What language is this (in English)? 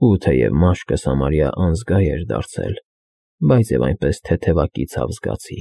Armenian